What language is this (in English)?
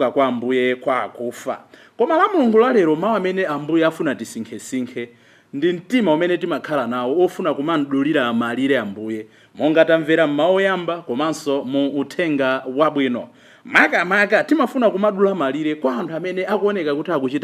Nyanja